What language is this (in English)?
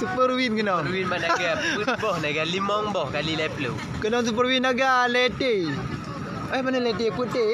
Achinese